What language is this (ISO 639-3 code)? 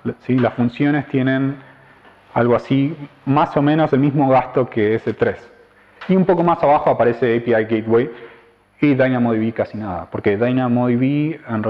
spa